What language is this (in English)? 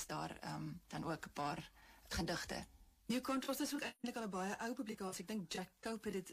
Afrikaans